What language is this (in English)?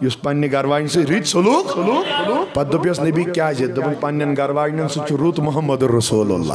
Kashmiri